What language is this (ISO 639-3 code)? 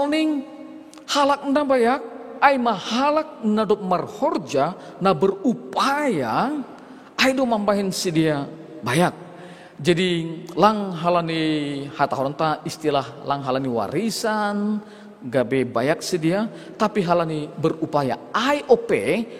bts